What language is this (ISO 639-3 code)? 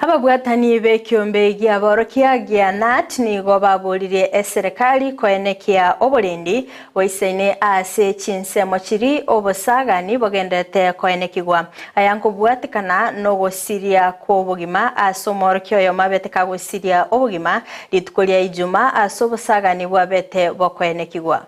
guz